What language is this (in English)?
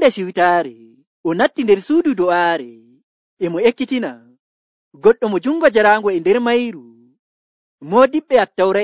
Nigerian Fulfulde